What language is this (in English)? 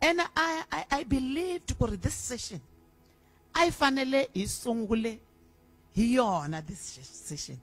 Tsonga